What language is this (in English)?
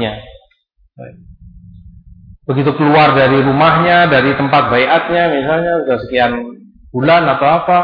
Indonesian